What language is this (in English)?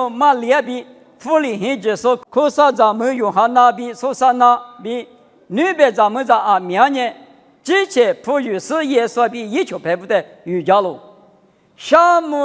Lisu